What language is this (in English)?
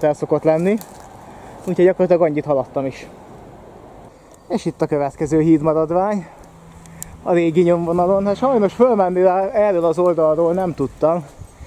Hungarian